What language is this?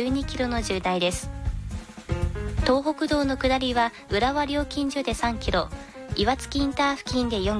Japanese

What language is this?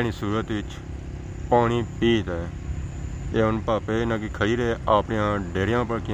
Pahari-Potwari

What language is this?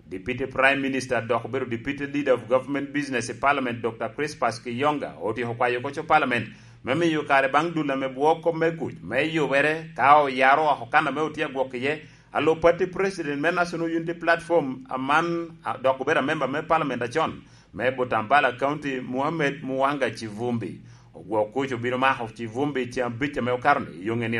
Lango (Uganda)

